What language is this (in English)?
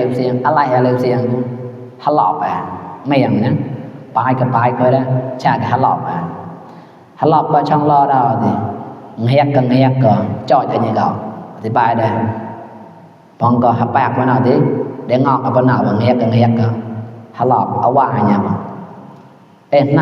Mon